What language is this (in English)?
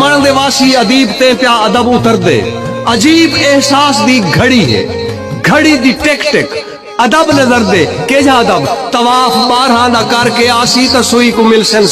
Saraiki